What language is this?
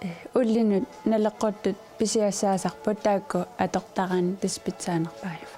Kalaallisut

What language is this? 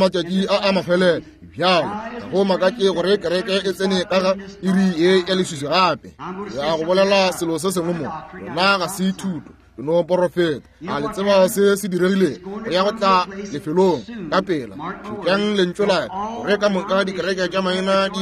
Northern Sotho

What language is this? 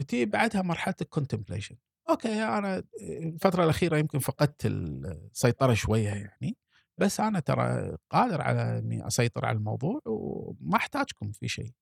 Gulf Arabic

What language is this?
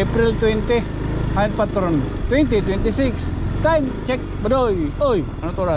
Waray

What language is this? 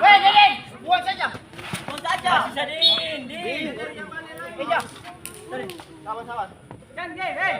Ambonese Malay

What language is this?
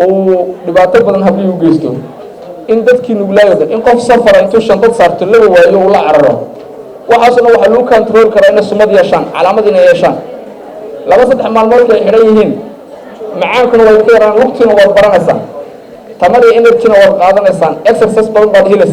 Somali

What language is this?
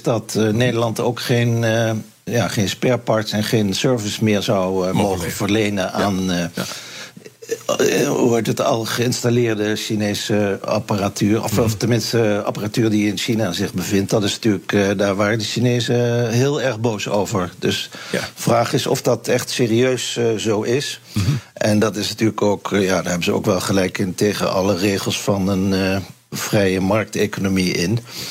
Dutch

